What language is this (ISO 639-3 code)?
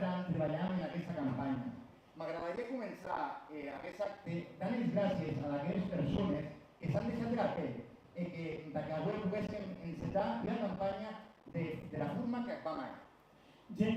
oci